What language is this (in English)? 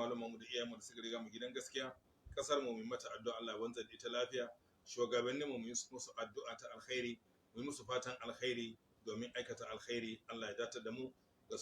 Hausa